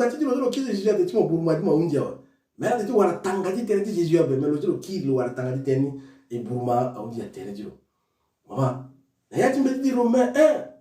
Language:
Sango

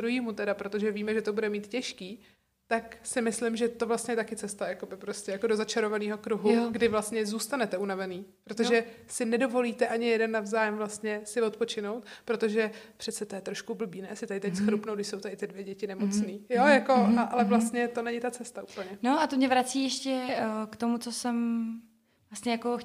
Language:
Czech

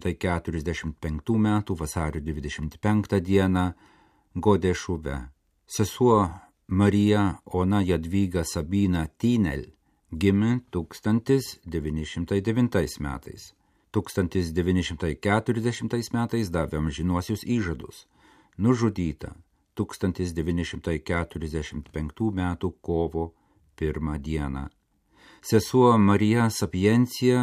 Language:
Lithuanian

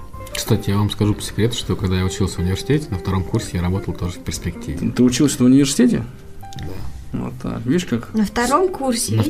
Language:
Russian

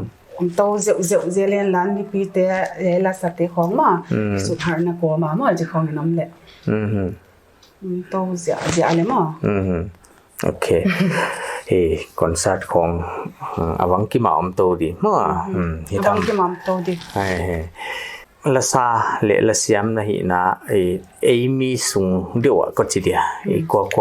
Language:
Paite Chin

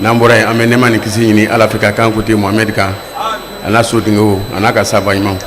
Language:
Bambara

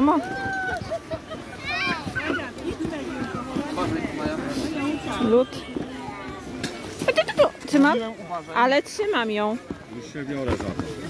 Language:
Polish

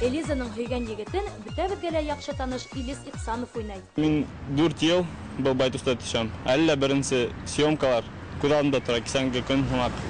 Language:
Bashkir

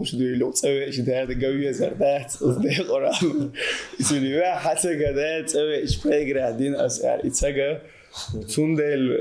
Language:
Chechen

